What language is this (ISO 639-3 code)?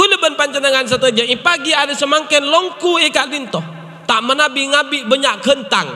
mad